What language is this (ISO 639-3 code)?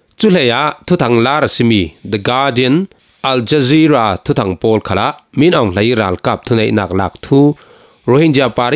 cfm